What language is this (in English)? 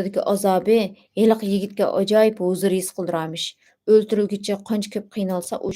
Uyghur